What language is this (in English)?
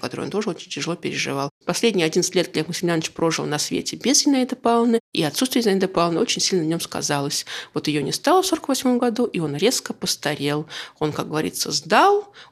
Russian